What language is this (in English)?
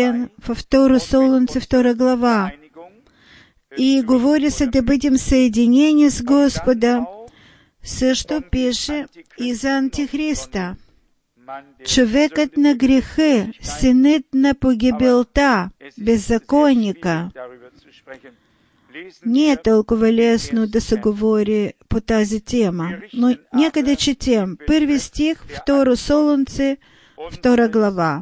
Bulgarian